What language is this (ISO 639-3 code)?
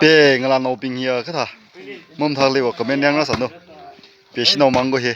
nmf